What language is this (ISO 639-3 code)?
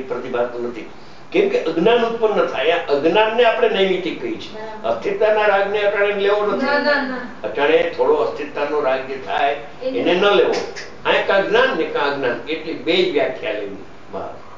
guj